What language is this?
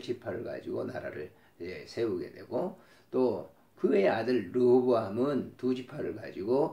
Korean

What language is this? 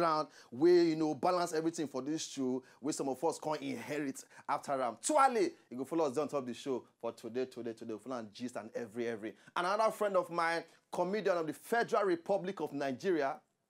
Nigerian Pidgin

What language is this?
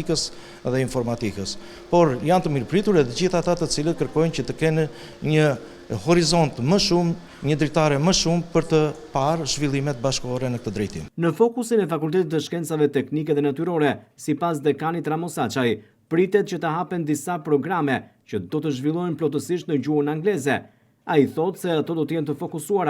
Albanian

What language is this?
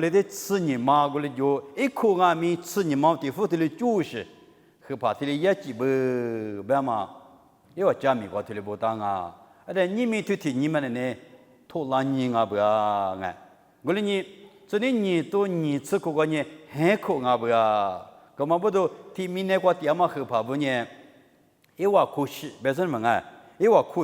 Lisu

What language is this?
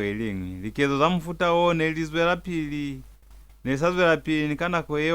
Lozi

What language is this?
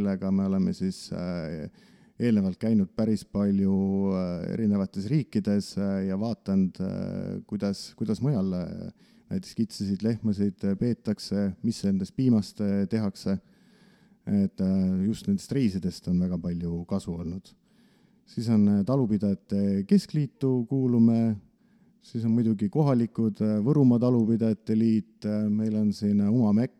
Estonian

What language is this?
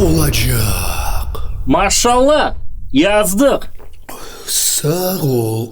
Crimean Tatar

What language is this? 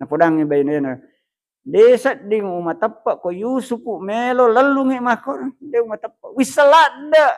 Buginese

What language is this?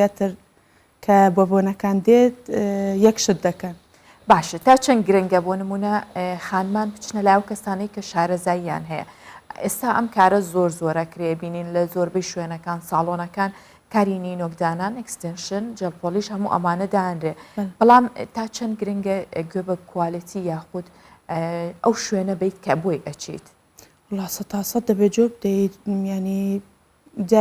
Central Kurdish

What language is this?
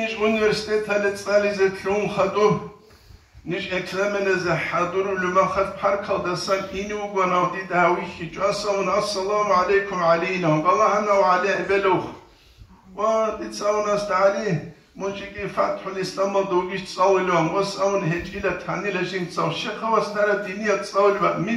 Avaric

